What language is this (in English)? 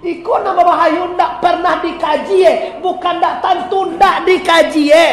Minangkabau